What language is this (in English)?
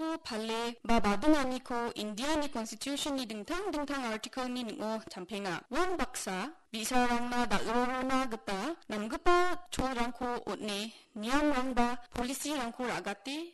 Garo